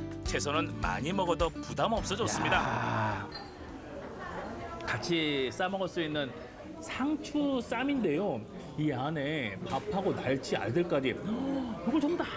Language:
Korean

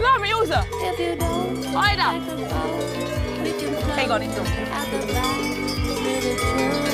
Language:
Swiss German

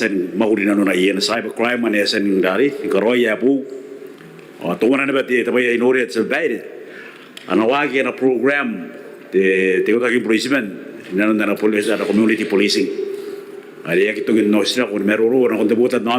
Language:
Gilbertese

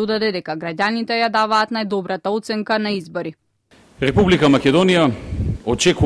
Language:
Macedonian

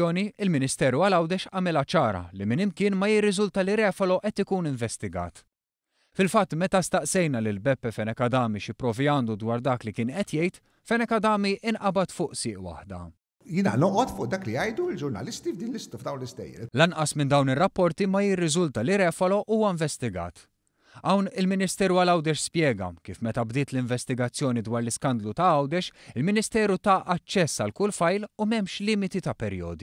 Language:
Maltese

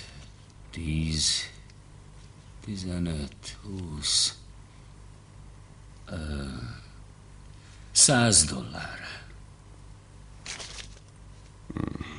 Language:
Hungarian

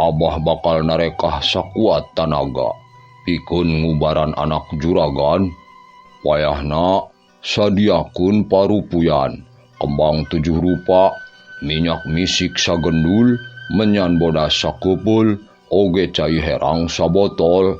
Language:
Sundanese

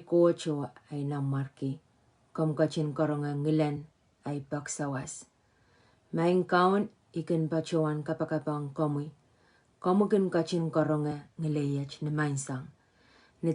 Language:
Pohnpeian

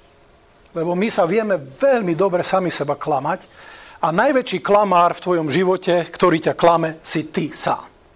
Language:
Slovak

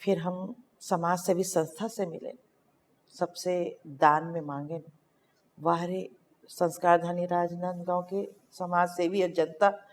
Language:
Chhattisgarhi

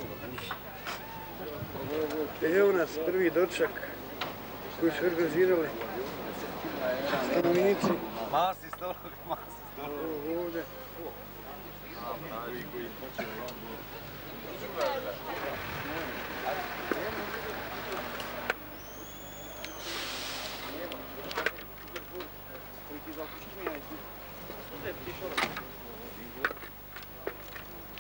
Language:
Croatian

